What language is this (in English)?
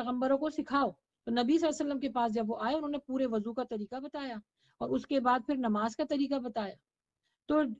Urdu